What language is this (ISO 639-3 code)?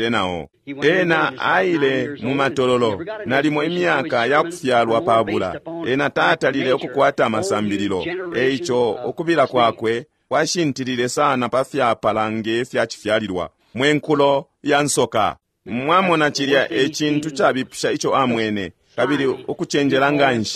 bem